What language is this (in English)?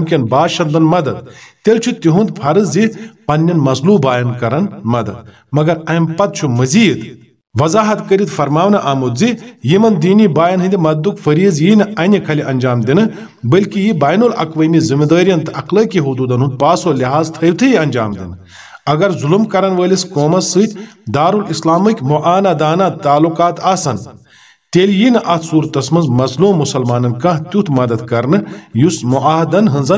Kashmiri